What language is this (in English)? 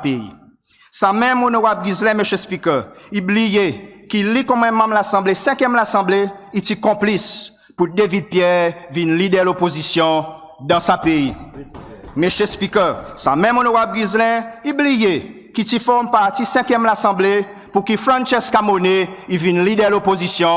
Seselwa Creole French